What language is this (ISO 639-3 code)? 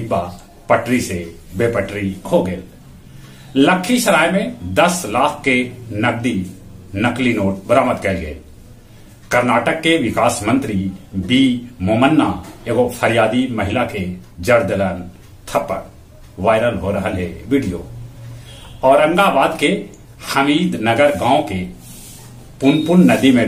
mag